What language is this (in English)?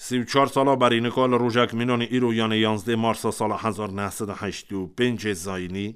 Kurdish